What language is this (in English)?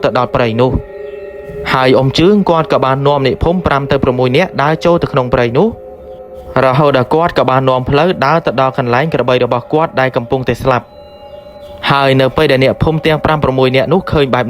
Khmer